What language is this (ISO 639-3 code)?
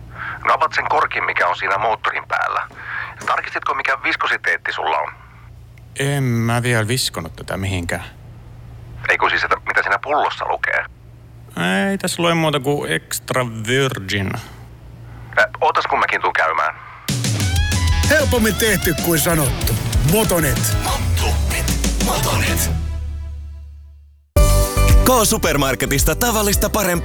fin